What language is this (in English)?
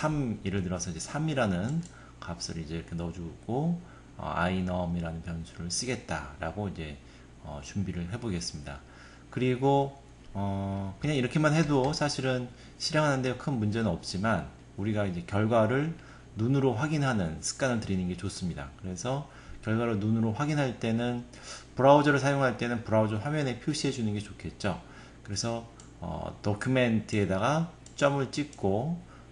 Korean